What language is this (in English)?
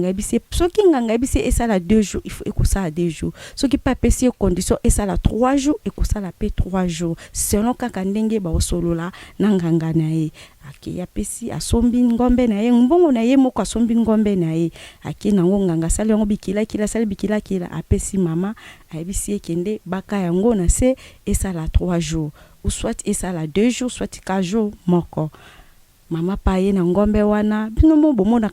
Lingala